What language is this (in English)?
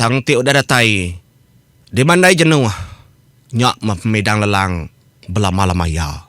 Iban